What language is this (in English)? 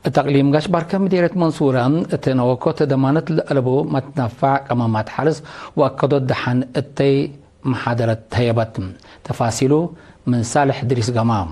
Tigre